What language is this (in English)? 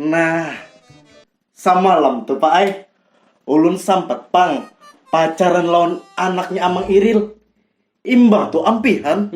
Banjar